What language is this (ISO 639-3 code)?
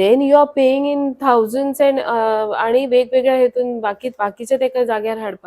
kok